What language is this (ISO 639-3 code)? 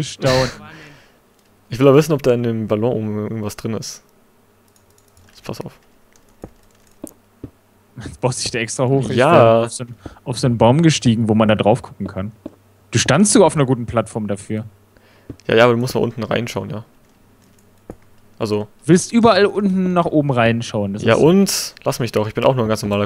deu